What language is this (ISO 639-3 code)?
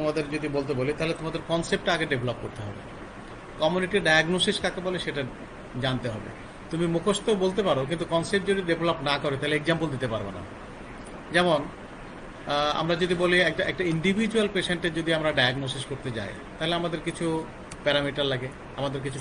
ben